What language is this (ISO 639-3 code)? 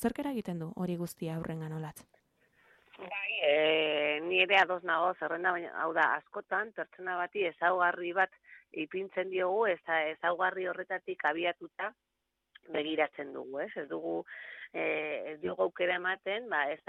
eus